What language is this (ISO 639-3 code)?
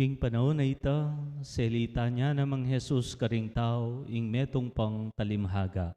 pam